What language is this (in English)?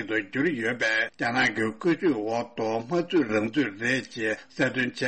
Tibetan